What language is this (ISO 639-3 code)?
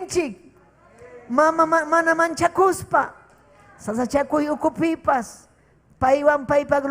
quy